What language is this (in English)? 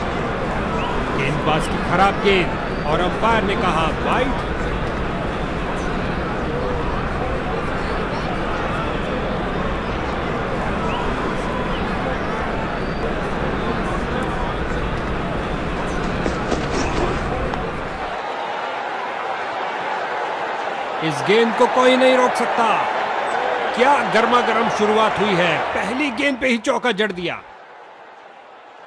Hindi